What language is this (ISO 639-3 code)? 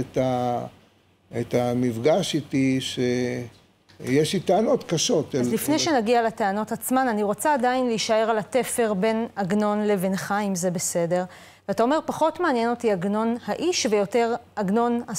heb